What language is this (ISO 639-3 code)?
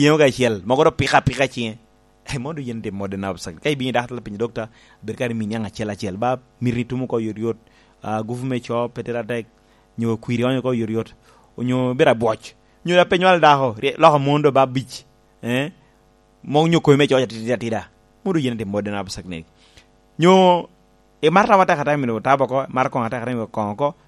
laj